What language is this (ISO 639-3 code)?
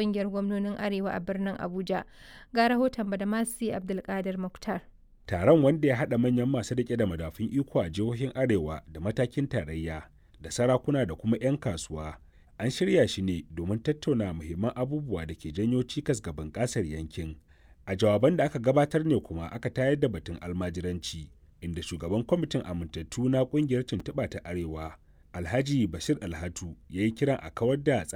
hau